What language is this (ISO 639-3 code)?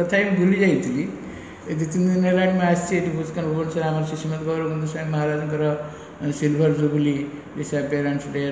ori